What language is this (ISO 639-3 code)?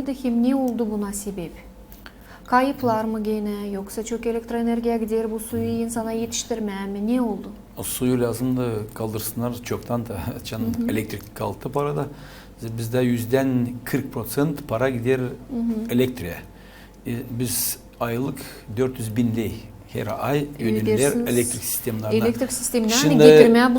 gag